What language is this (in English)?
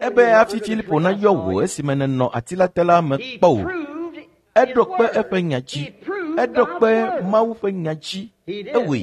Ewe